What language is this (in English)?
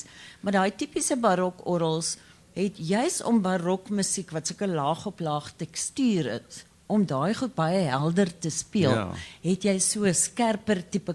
Afrikaans